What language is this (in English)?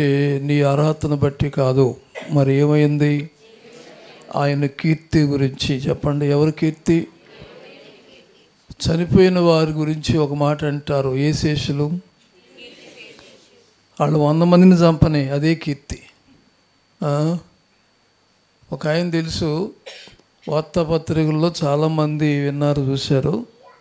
Telugu